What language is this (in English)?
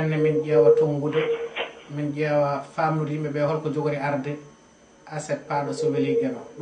Fula